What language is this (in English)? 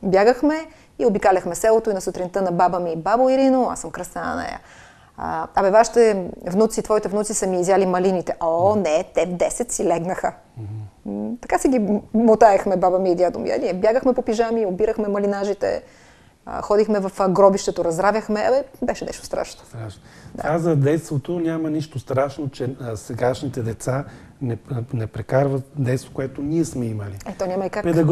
Bulgarian